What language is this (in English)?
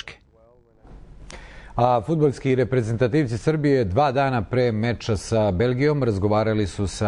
Serbian